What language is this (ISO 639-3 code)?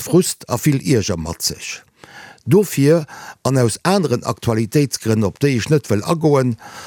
ltz